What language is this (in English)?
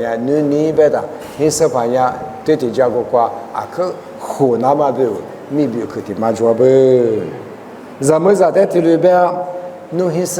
Lisu